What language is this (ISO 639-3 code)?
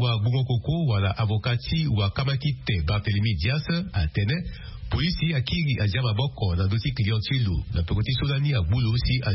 sag